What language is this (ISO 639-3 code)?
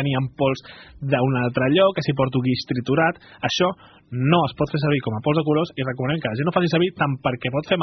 cat